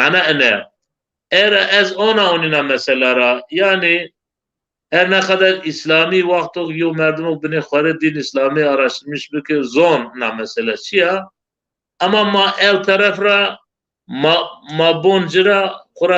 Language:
Zaza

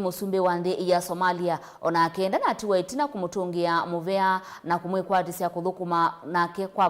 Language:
Kamba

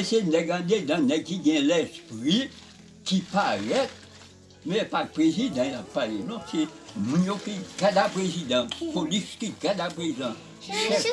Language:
Haitian Creole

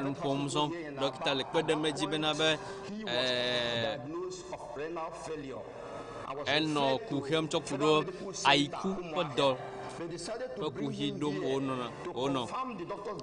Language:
Ewe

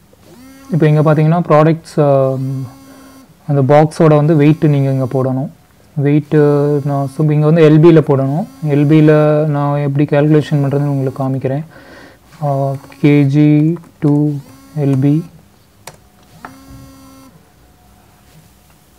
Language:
Tamil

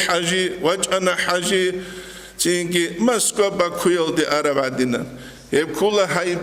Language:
Avaric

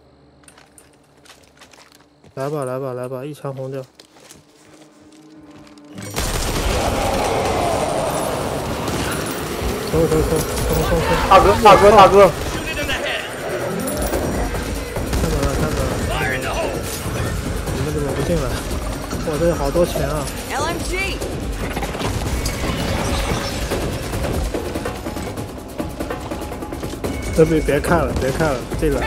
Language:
Chinese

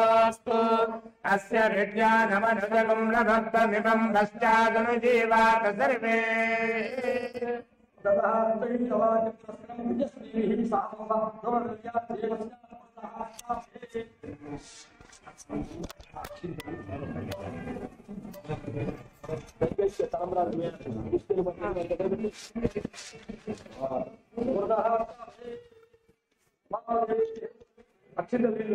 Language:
Telugu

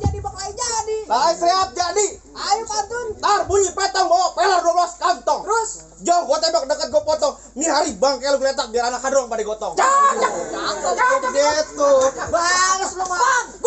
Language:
Betawi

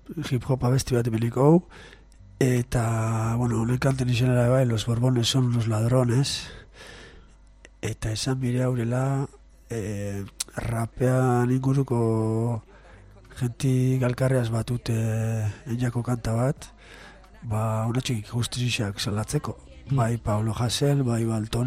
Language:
Basque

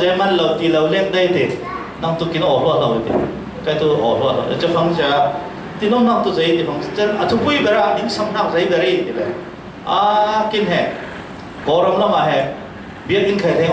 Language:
Falam Chin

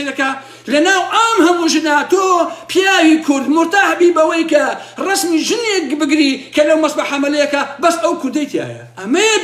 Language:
Central Kurdish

